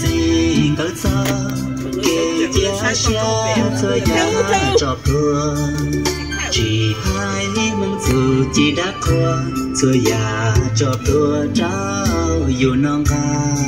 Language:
Hmong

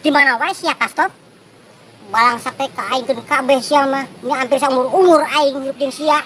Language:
Sundanese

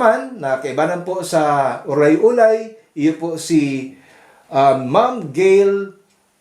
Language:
Bikol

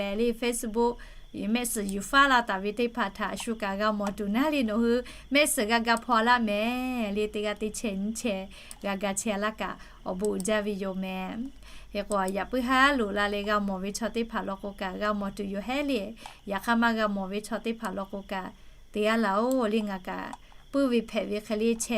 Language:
Lahu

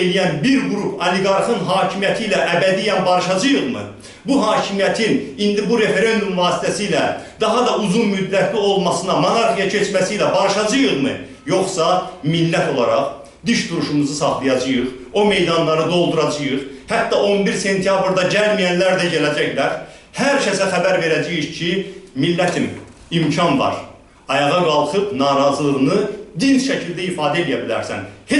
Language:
Azerbaijani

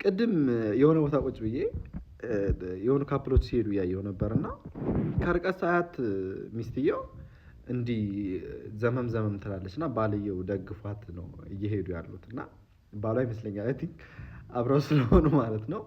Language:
Amharic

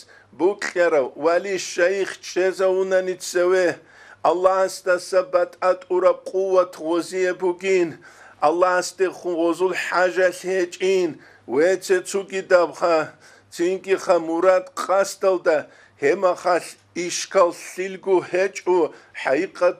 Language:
Avaric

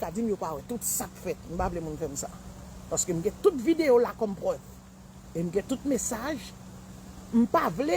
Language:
Haitian Creole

